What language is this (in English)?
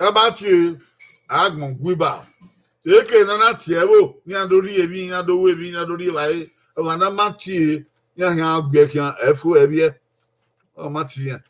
Bini